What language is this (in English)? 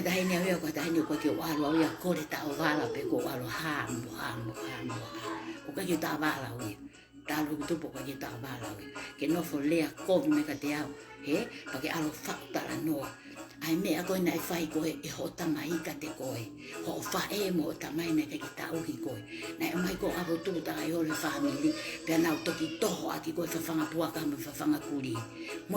Tongan